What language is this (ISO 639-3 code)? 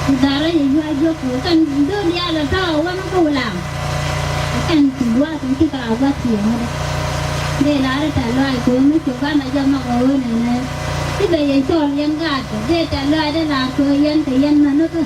nus